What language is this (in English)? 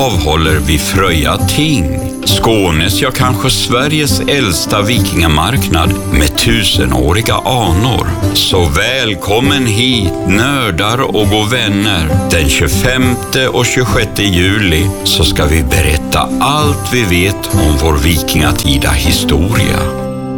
Swedish